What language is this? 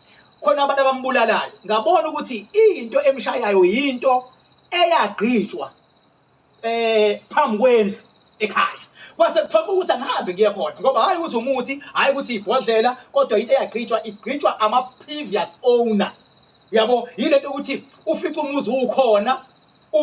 Zulu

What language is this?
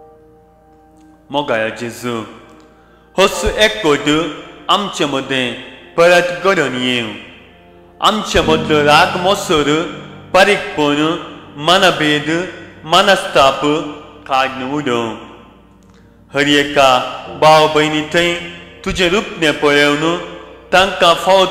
Konkani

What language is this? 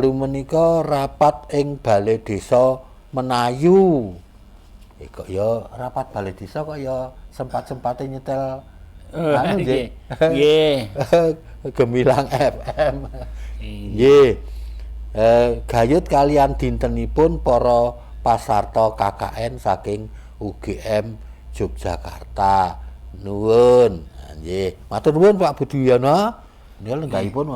Javanese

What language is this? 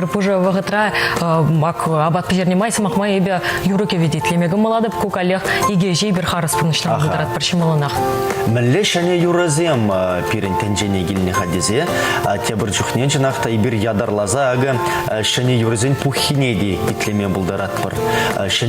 Chuvash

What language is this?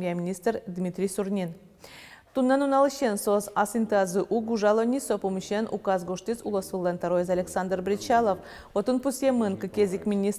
Udmurt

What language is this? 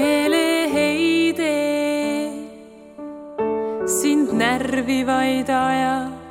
Estonian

